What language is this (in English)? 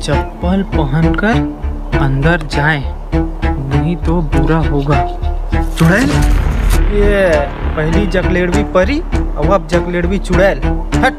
Chhattisgarhi